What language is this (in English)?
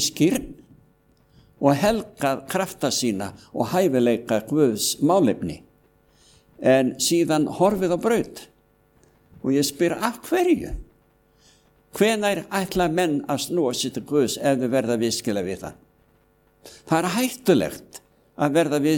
Icelandic